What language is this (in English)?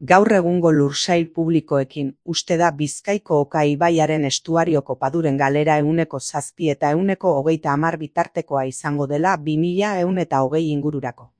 Basque